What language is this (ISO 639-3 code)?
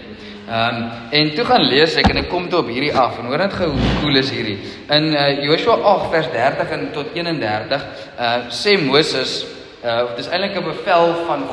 afr